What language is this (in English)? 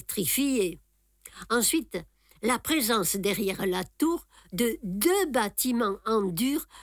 French